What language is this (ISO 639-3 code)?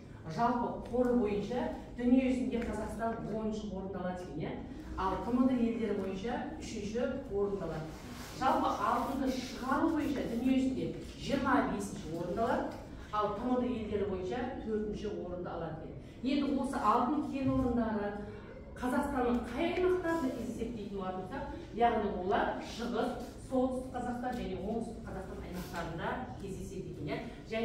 kaz